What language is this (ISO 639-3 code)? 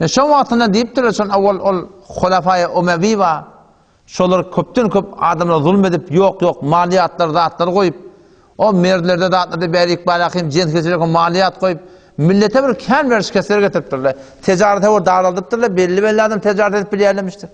tuk